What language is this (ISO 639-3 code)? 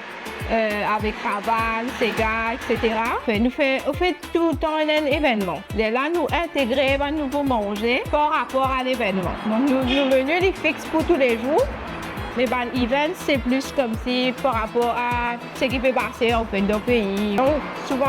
mfe